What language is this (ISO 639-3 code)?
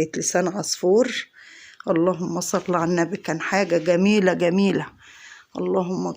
arz